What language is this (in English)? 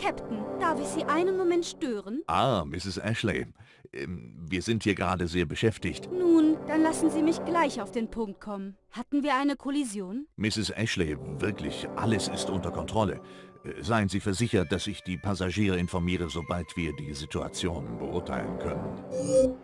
Bavarian